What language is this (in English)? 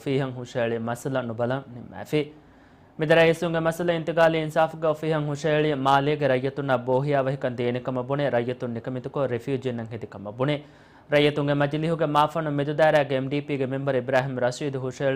Divehi